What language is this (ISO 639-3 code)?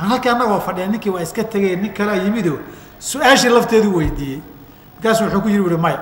som